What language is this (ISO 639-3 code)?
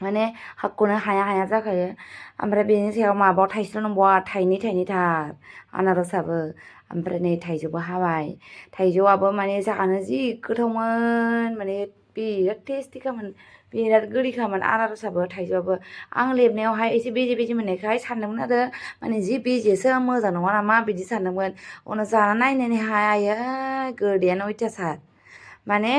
brx